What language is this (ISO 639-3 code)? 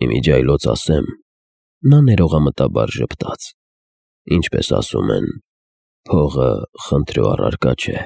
hye